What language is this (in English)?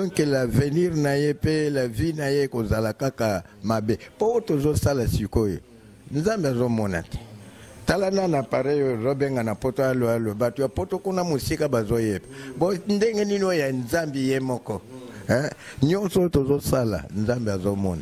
Lingala